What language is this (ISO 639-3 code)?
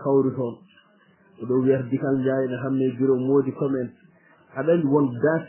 ful